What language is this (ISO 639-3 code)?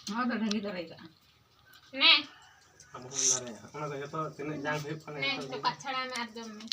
sat